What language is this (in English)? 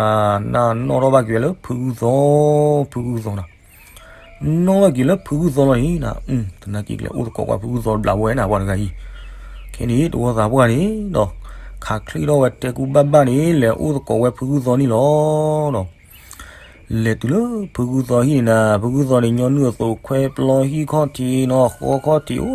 S'gaw Karen